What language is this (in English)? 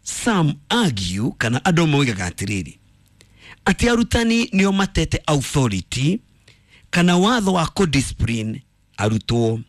Kikuyu